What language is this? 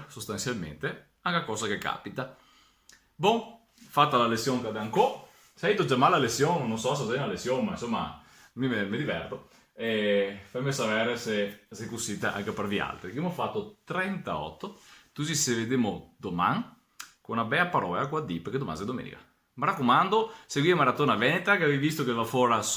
Venetian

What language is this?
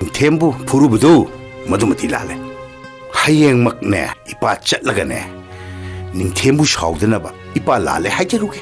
Manipuri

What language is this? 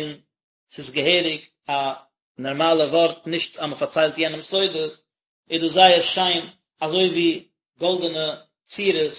Yiddish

